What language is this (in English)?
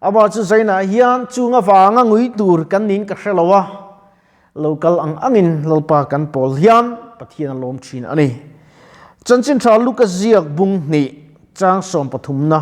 Mizo